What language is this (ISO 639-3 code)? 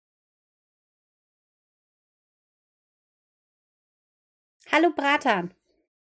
deu